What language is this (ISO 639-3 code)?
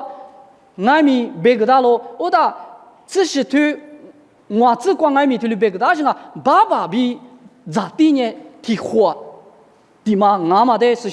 lis